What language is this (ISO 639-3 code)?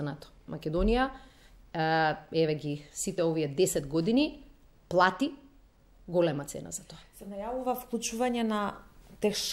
mkd